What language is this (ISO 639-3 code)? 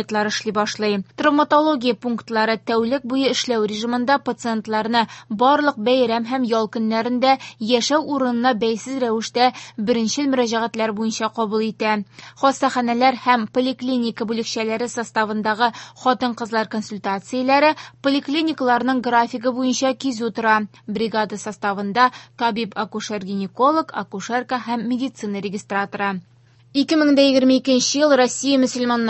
tat